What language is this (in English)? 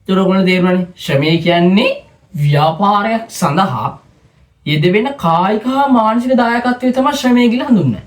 Sinhala